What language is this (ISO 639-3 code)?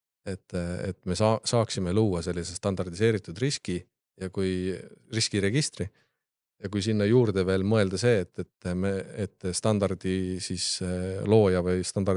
est